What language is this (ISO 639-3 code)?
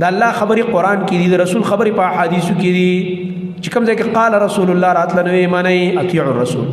pus